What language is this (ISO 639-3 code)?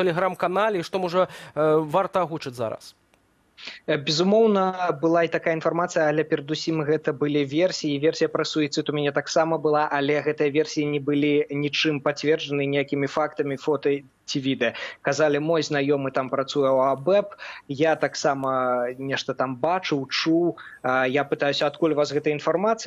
bel